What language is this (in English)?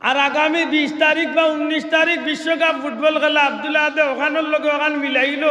Sylheti